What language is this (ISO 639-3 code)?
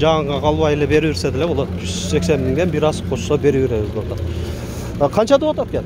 kir